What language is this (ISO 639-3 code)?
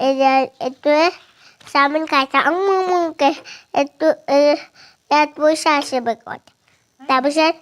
asm